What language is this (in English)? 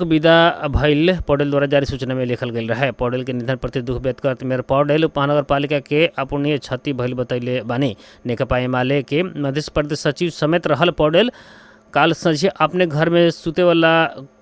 Bhojpuri